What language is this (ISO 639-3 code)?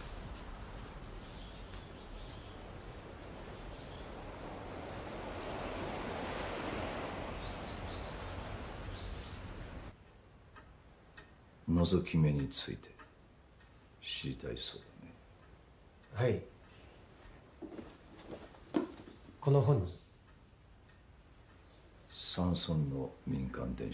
jpn